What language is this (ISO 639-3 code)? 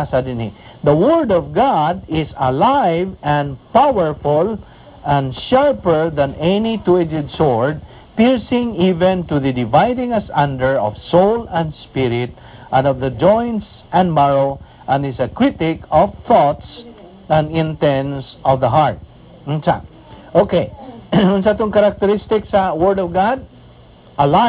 ceb